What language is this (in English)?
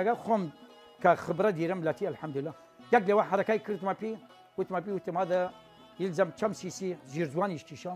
Southern Kurdish